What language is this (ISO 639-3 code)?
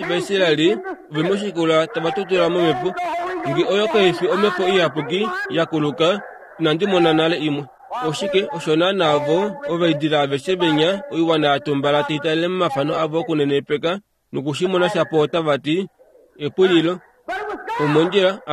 kua